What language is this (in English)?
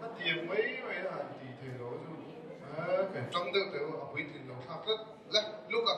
Mizo